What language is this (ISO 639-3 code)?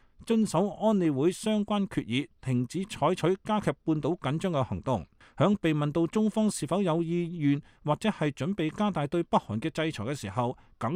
yue